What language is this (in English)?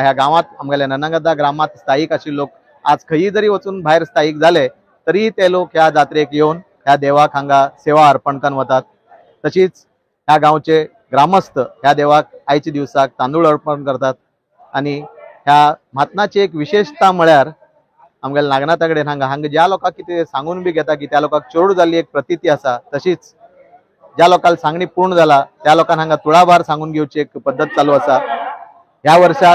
Konkani